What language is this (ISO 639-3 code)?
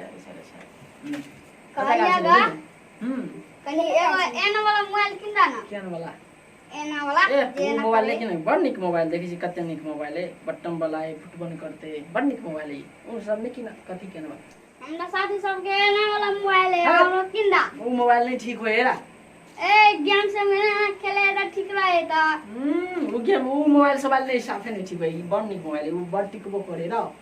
mai